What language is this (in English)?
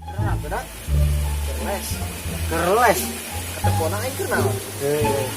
Sundanese